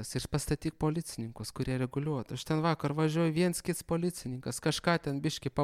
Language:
Lithuanian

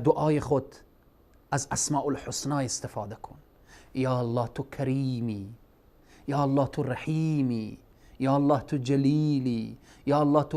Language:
Persian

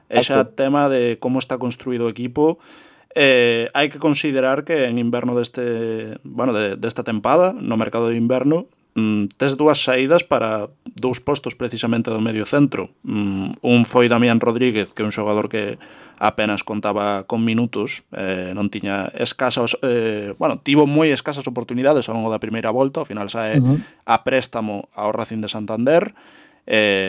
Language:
Galician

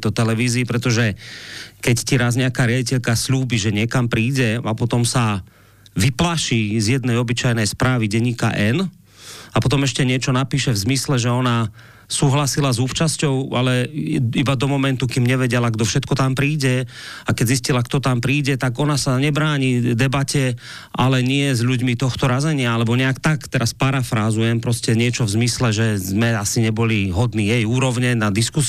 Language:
Slovak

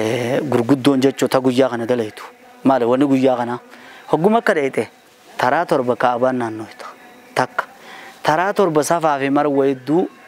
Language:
Oromo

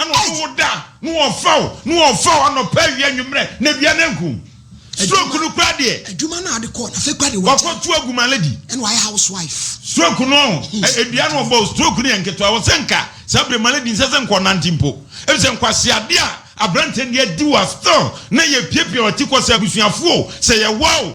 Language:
Akan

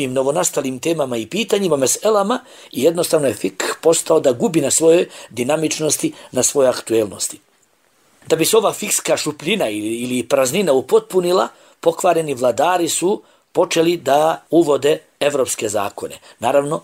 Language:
Bosnian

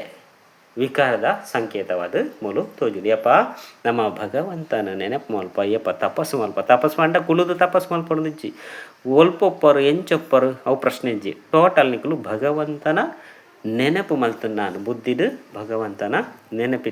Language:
Tulu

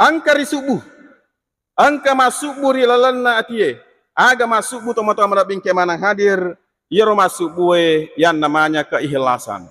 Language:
Buginese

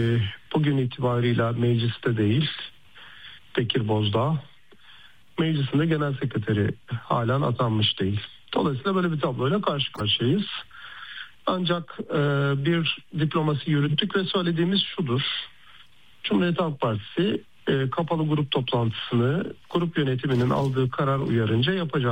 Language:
Turkish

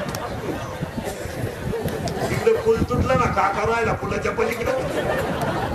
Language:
Marathi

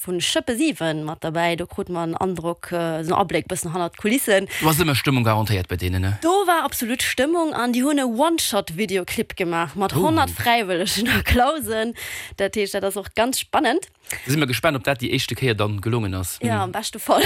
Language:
Luxembourgish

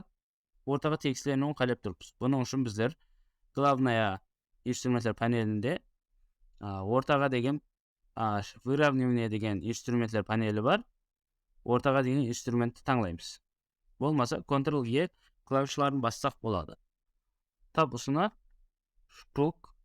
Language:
Kara-Kalpak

